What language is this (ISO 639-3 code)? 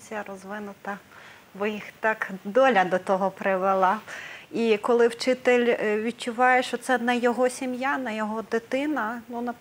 ukr